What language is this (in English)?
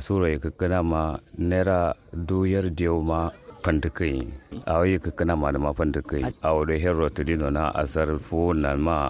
Kanuri